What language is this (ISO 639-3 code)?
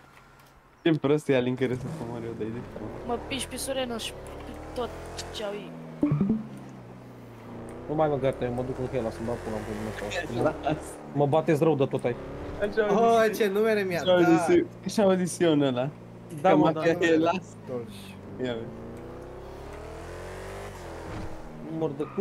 ron